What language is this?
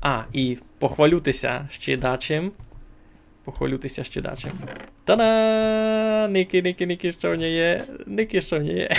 Rusyn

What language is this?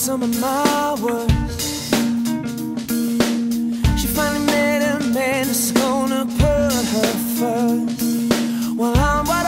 English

